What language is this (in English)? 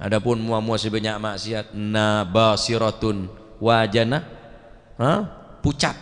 Madurese